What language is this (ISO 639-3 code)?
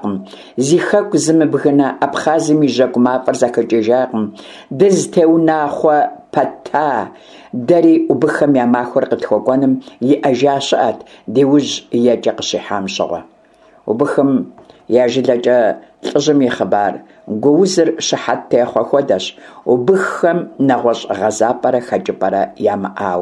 kbd